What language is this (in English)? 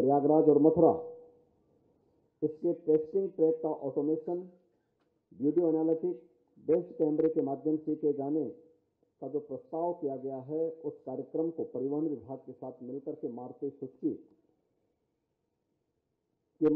Hindi